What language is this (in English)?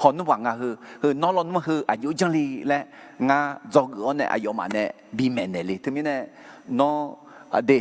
Akha